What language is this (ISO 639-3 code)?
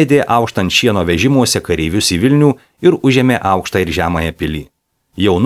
lit